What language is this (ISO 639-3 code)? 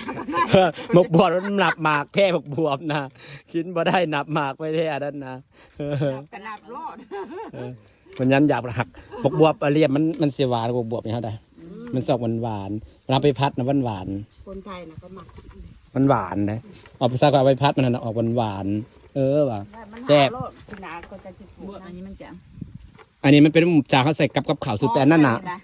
tts